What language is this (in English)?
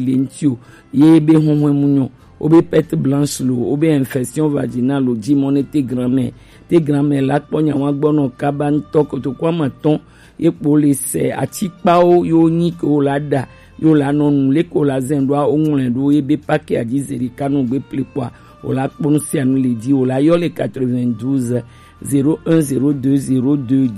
Gen